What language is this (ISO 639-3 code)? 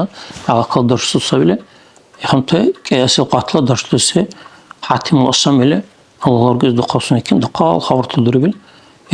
dar